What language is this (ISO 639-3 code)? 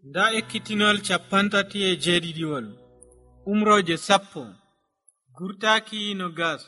fuv